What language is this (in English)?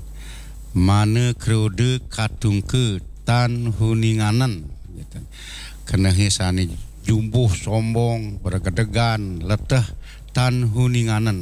Balinese